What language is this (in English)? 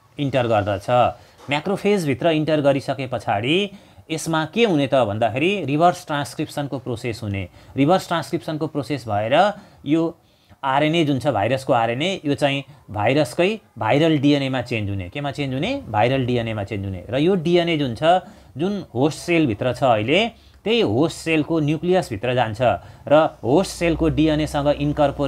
Nepali